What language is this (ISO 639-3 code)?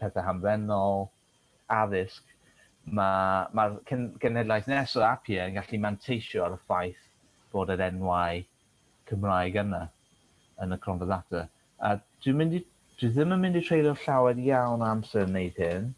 cym